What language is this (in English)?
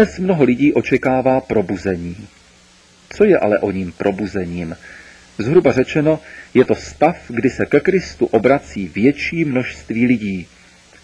Czech